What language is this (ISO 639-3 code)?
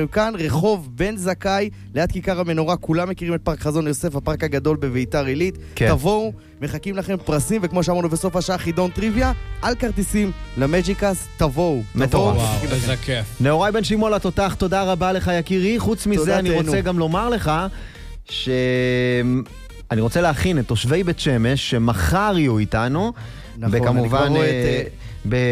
heb